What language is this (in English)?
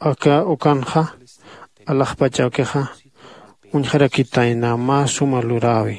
Aymara